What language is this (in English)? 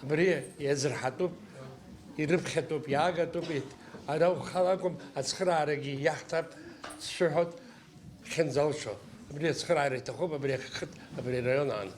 Abkhazian